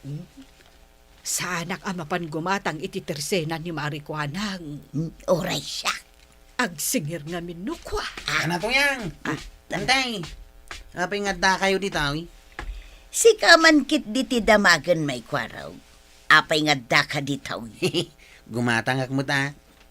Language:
Iloko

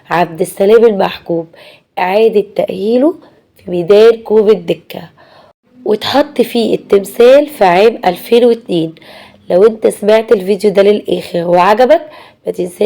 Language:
Egyptian Arabic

